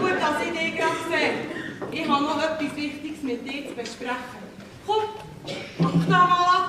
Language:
Swiss German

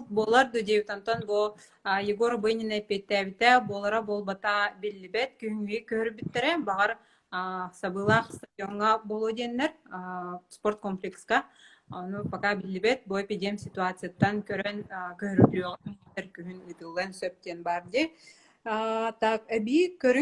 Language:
Yakut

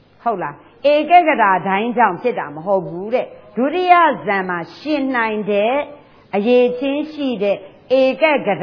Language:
Burmese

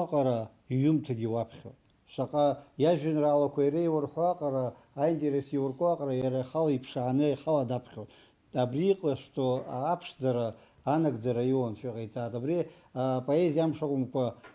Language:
Abkhazian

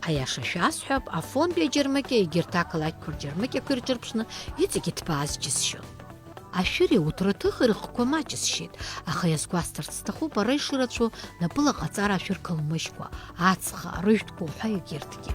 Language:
Abkhazian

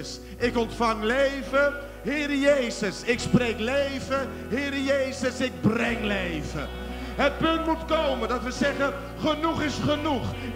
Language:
Dutch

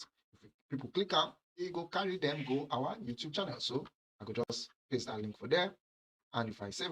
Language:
Nigerian Pidgin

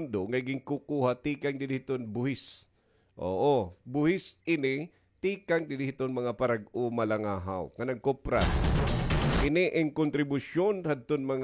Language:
Waray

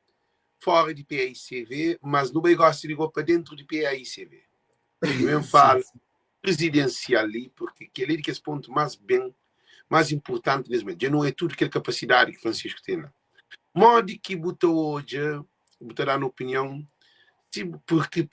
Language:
Kabuverdianu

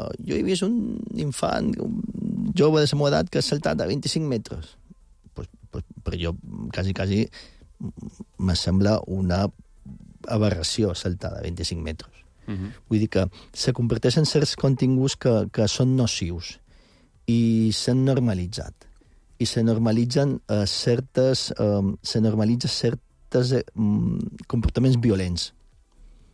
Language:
Catalan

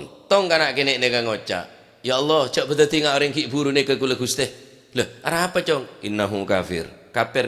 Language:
Madurese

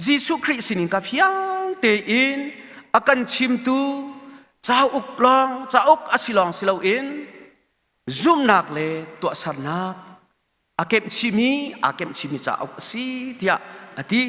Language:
Hakha Chin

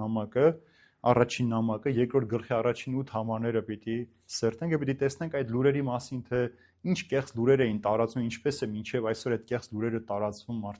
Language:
Armenian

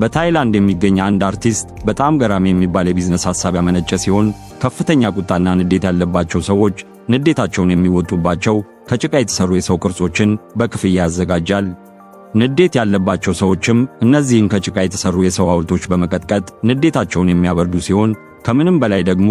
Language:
Amharic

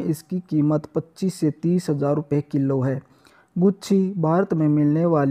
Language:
Hindi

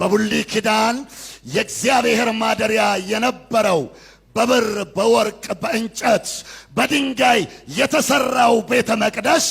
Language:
Amharic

